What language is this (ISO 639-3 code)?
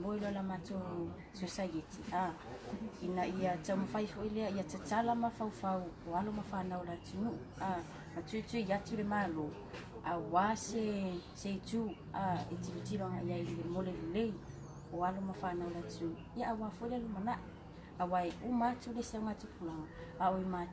smo